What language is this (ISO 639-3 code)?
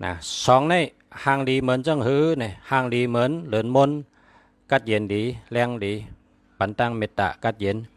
shn